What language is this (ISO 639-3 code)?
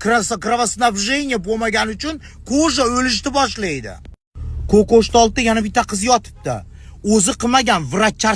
uzb